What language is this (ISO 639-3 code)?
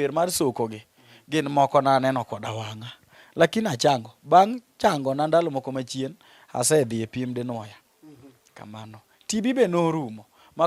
luo